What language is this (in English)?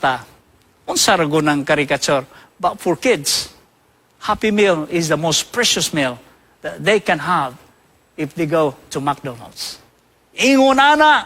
Cebuano